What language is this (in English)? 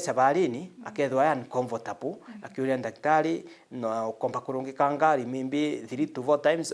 Meru